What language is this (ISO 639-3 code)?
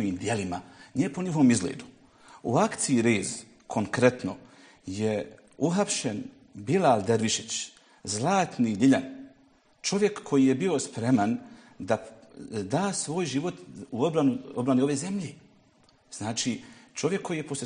bos